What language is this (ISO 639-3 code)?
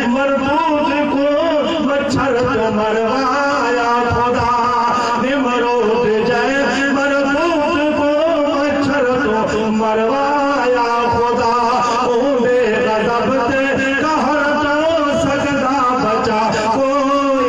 urd